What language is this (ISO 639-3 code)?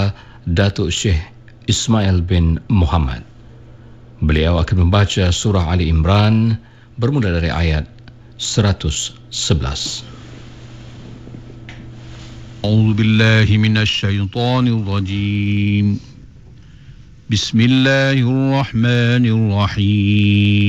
msa